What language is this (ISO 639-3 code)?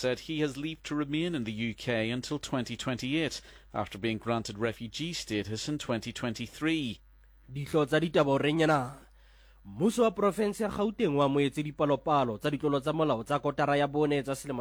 sot